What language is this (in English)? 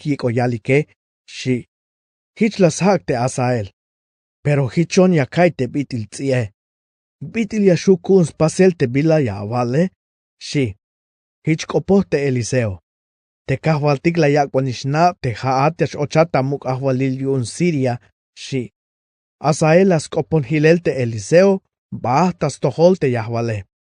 Tzeltal